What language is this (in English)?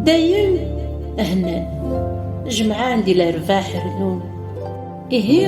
Kabyle